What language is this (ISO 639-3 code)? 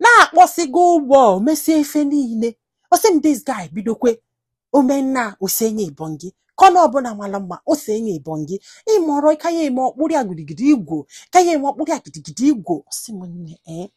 ibo